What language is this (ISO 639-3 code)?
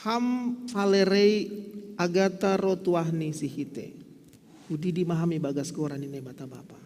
bts